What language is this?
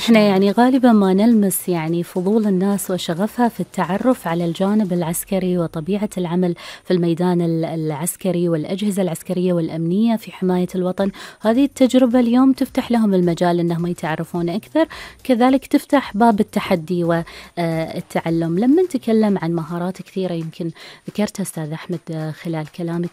Gulf Arabic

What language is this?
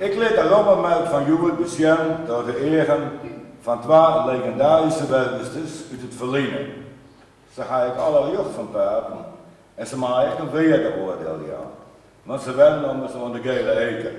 Western Frisian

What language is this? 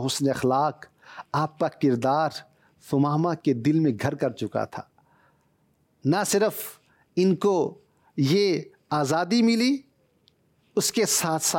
Urdu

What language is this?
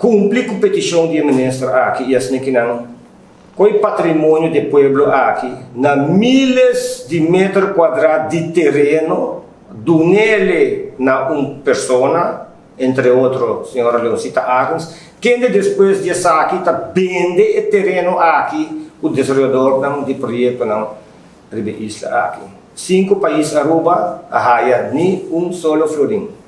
Papiamento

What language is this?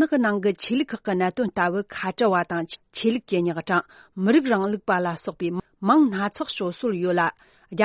Tibetan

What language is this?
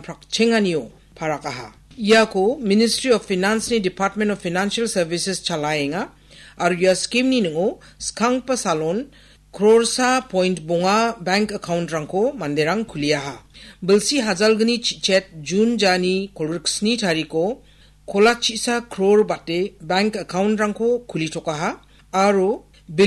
Garo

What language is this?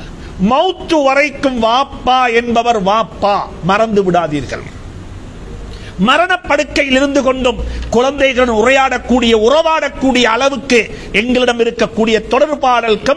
Tamil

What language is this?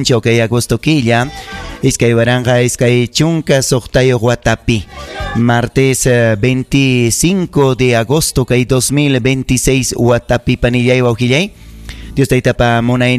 Ayacucho Quechua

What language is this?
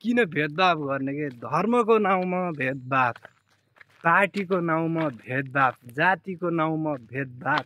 Nepali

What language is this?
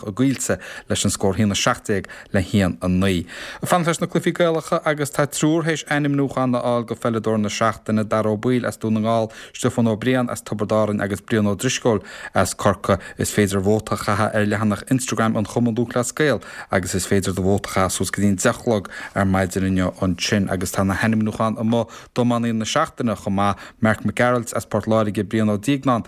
Irish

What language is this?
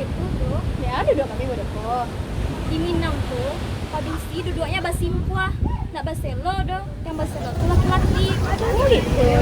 Minangkabau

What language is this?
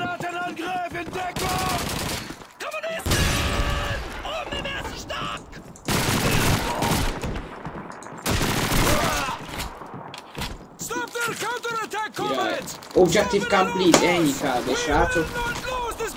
Hungarian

